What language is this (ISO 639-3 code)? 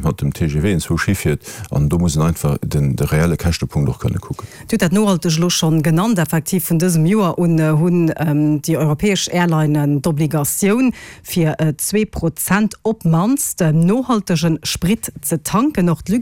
ltz